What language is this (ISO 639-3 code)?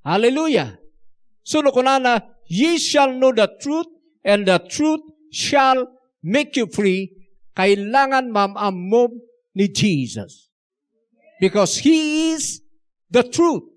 ilo